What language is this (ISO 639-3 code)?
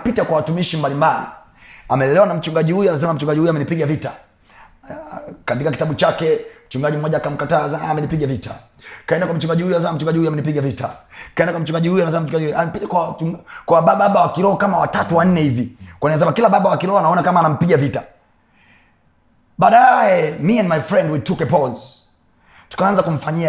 swa